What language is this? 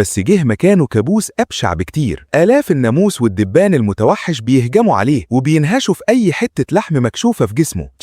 Egyptian Arabic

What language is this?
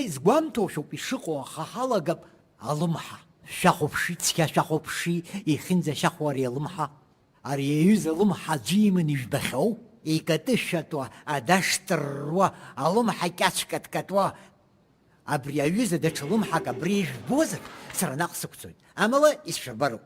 Abkhazian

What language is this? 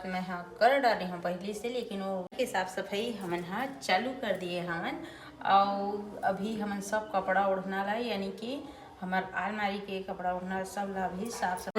Chhattisgarhi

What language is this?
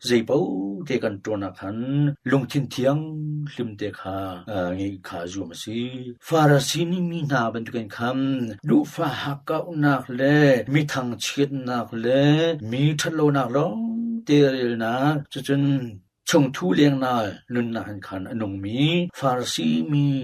Hakha Chin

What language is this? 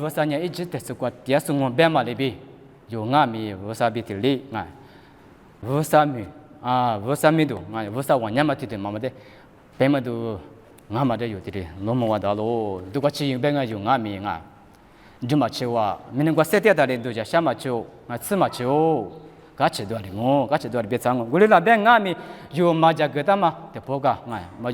Lisu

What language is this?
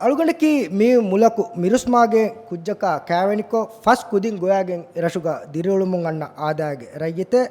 Divehi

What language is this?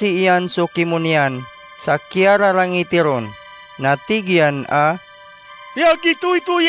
Maranao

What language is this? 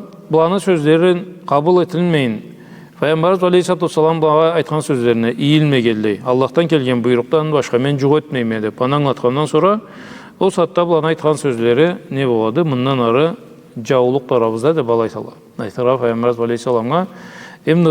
Karachay-Balkar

